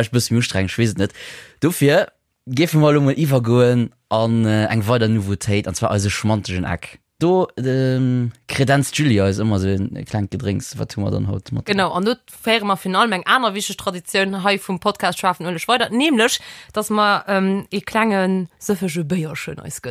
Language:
Luxembourgish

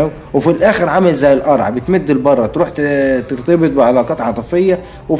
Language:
Egyptian Arabic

